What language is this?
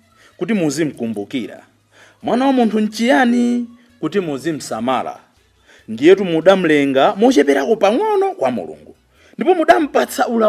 Nyanja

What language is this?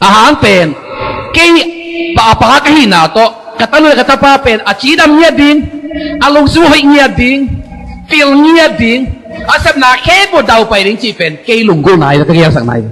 Tedim Chin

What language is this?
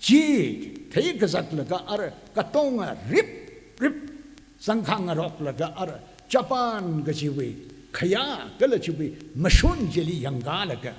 Tangkhul Naga (India)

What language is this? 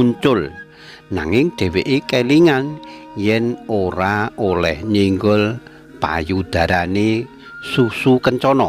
Javanese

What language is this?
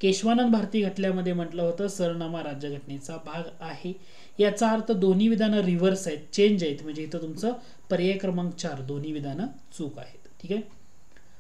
Marathi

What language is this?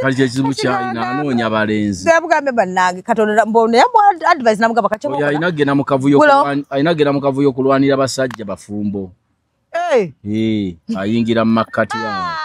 Ganda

